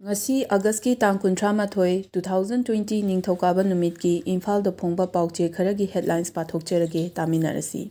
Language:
Manipuri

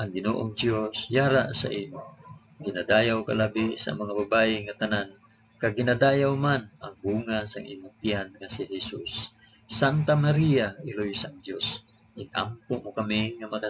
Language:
Hiligaynon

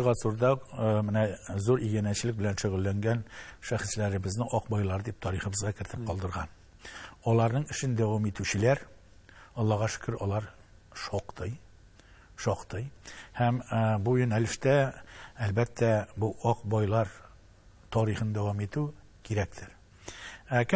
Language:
Tatar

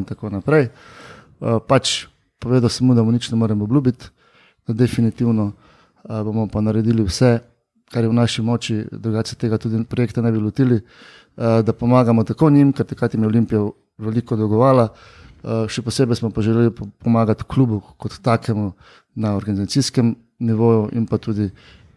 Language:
Slovenian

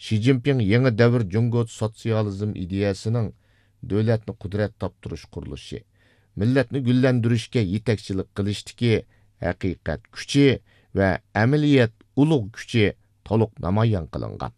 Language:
Uyghur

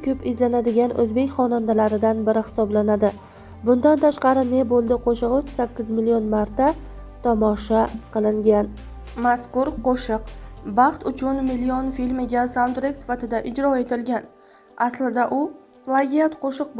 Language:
Uzbek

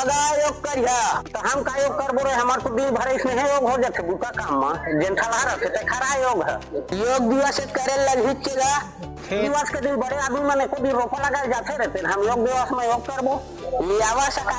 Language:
Chhattisgarhi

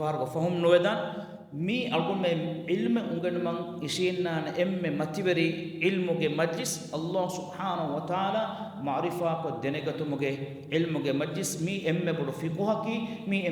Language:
Divehi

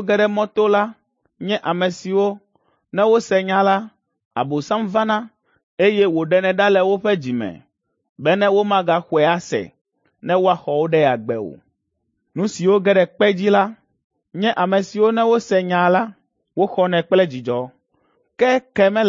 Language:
Ewe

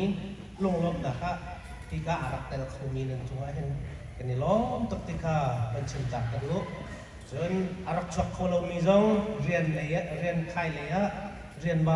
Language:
Hakha Chin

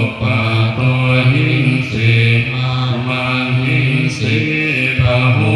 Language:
Pali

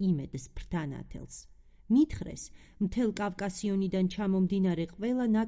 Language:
Georgian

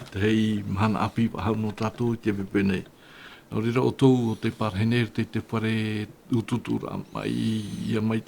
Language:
Tahitian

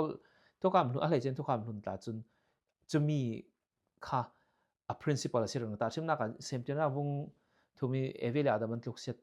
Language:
Falam Chin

